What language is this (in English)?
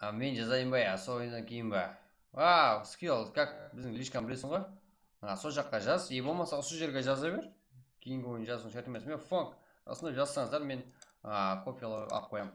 Kara-Kalpak